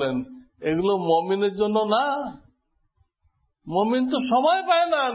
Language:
Bangla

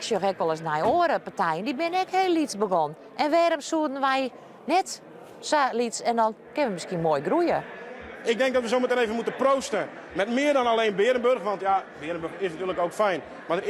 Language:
Western Frisian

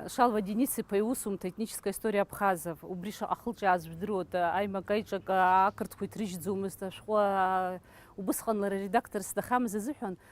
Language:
Abkhazian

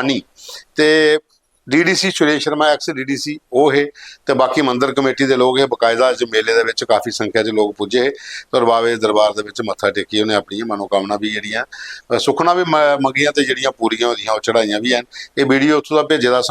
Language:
Dogri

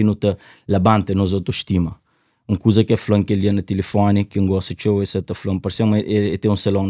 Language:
Kabuverdianu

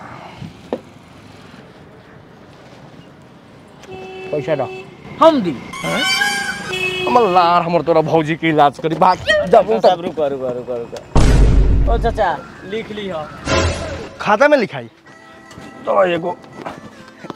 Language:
Bhojpuri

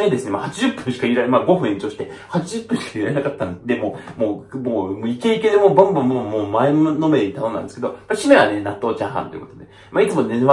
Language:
Japanese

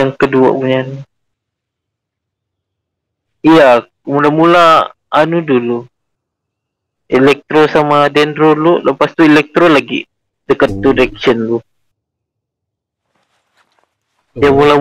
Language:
Malay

